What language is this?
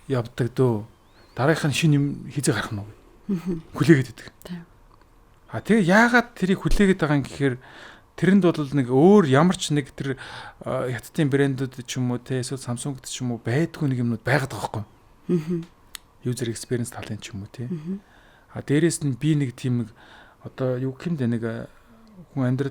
Mongolian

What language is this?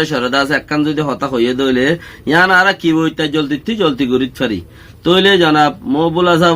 Rohingya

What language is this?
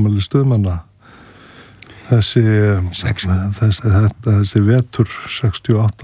Icelandic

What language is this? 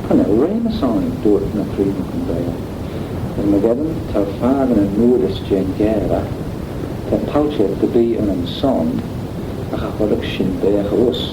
Manx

